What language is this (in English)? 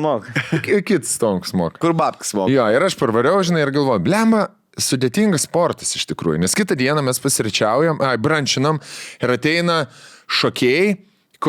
Lithuanian